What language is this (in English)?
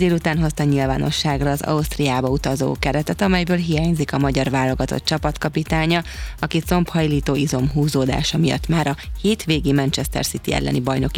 Hungarian